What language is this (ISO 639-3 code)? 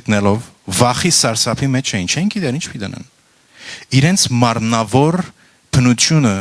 hyw